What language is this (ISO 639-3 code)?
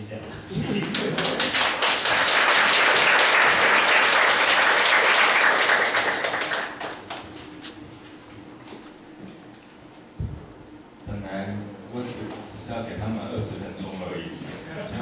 zho